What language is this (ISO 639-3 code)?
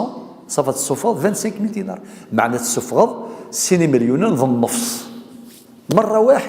kab